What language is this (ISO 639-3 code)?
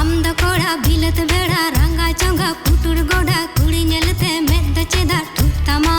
sat